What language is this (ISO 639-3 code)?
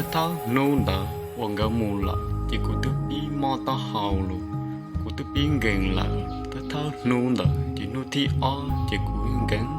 hmn